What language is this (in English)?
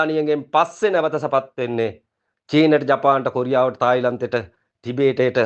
Sinhala